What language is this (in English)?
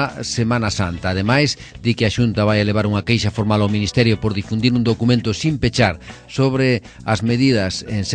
Galician